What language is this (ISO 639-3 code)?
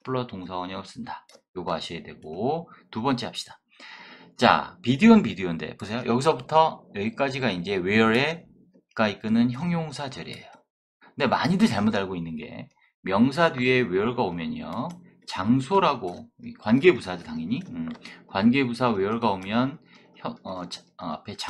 kor